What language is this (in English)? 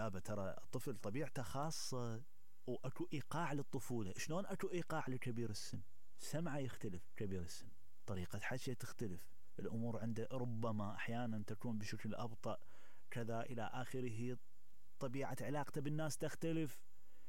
Mesopotamian Arabic